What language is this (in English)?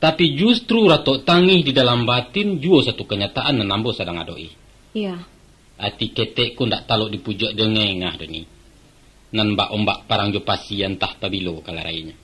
Minangkabau